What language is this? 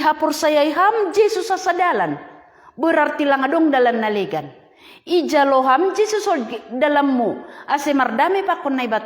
Batak Simalungun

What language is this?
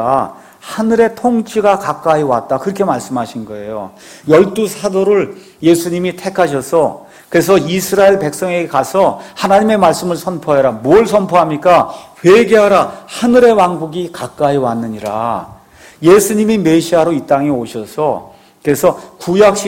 Korean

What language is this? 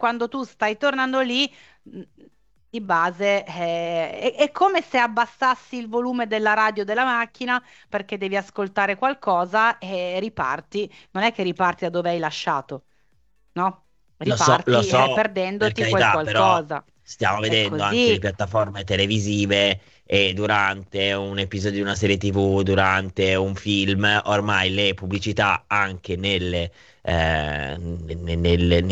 Italian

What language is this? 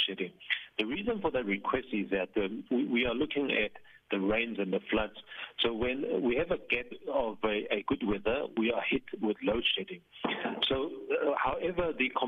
English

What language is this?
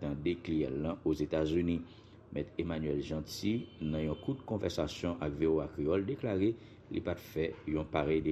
Haitian Creole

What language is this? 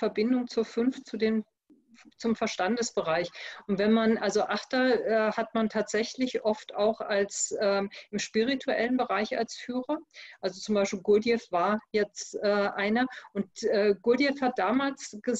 German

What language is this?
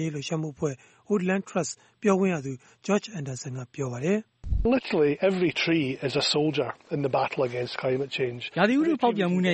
Burmese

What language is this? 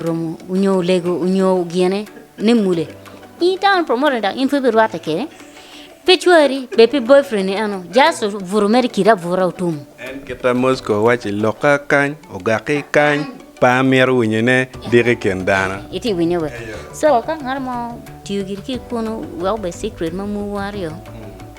Acoli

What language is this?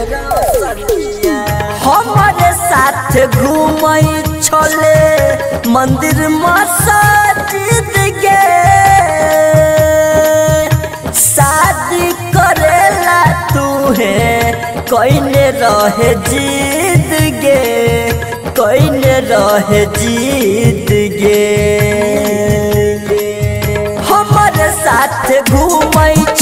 Bhojpuri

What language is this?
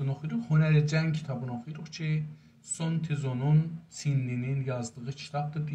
South Azerbaijani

